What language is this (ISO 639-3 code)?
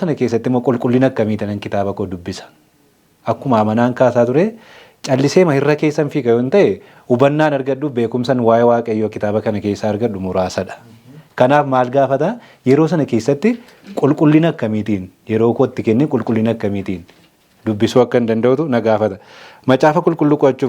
orm